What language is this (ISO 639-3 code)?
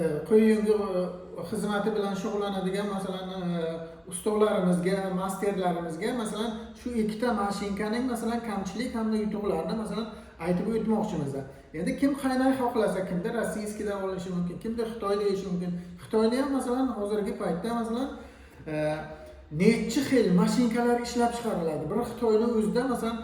uzb